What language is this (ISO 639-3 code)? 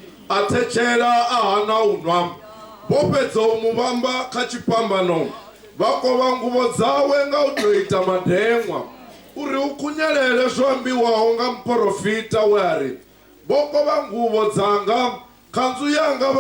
ven